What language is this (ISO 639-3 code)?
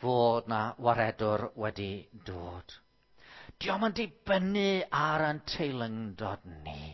cym